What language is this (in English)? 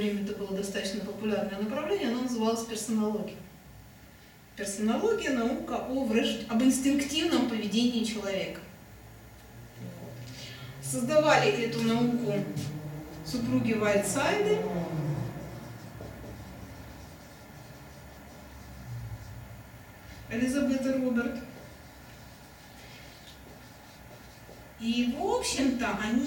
Russian